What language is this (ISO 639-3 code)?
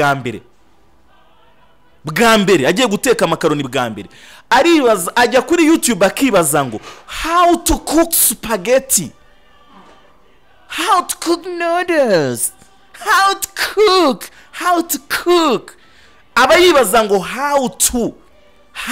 kin